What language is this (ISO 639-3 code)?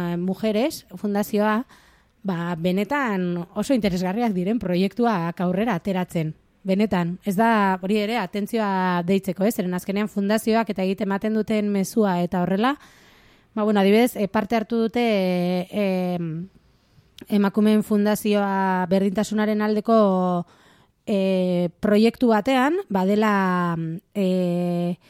eus